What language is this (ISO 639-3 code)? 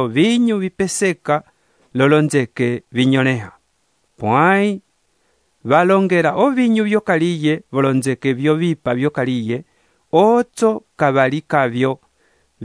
umb